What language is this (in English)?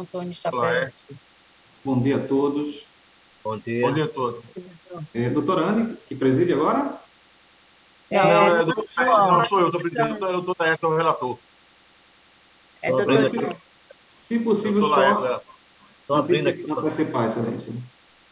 Portuguese